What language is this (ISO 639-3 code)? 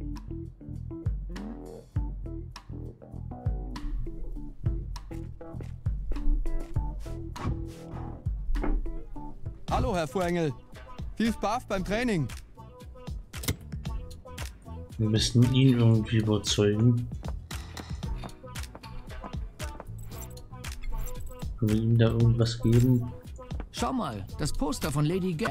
deu